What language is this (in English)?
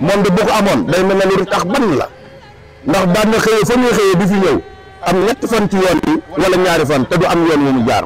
Wolof